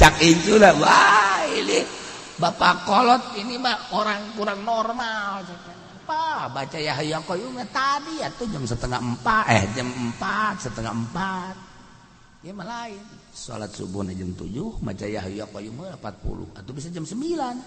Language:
Sundanese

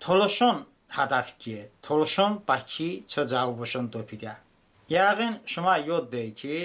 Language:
Talysh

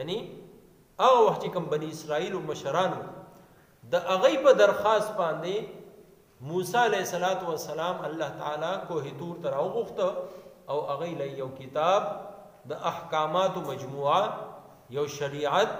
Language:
Pashto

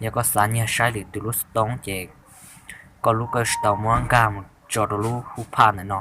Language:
Hmong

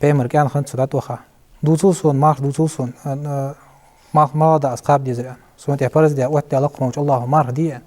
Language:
Ingush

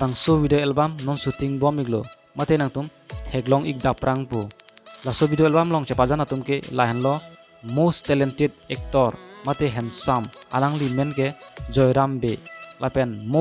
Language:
Karbi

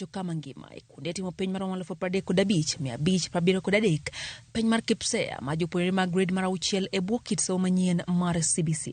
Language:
Luo (Kenya and Tanzania)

